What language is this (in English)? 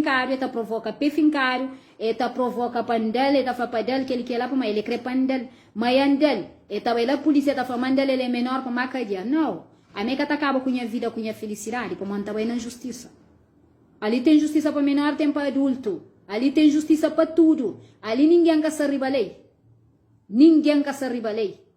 Kabuverdianu